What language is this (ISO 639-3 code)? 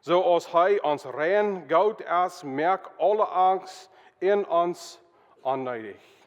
pdt